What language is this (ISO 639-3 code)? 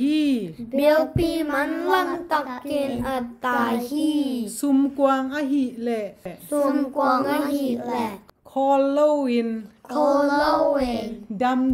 ctd